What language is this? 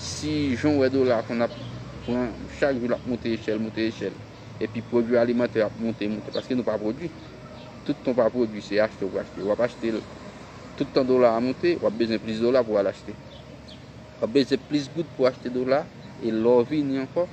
Haitian Creole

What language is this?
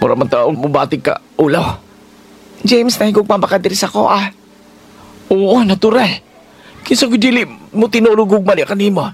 Cebuano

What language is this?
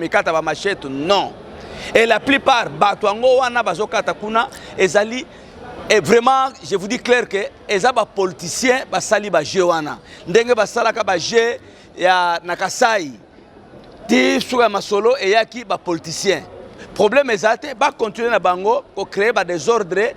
Lingala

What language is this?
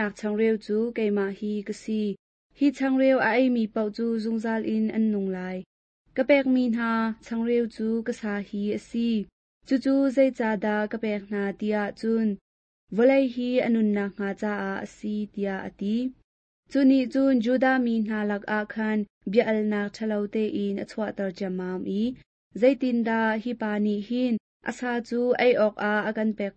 Hakha Chin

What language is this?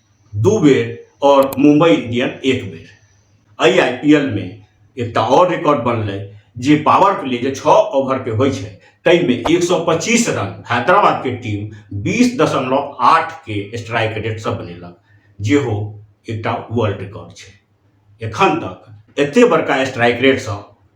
Maithili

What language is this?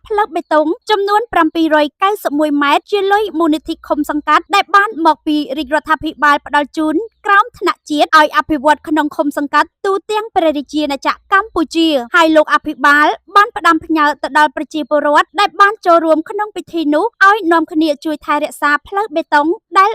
Khmer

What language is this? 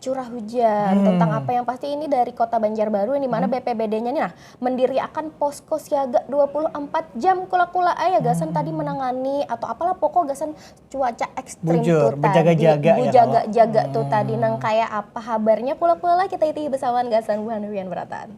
Banjar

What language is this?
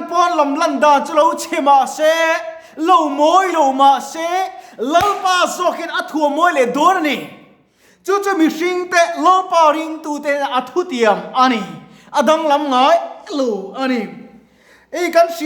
Mizo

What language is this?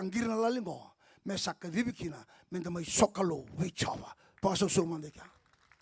Fijian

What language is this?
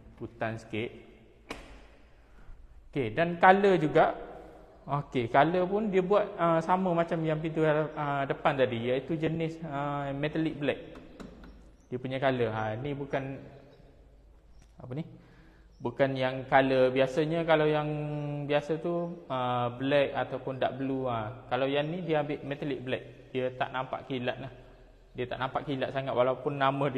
Malay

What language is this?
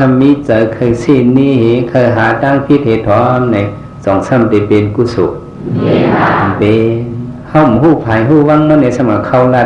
Shan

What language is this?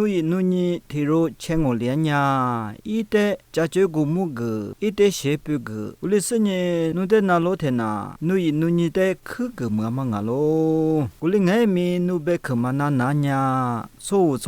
Lisu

